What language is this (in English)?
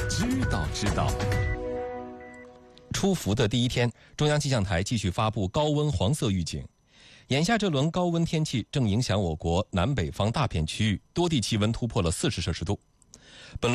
Chinese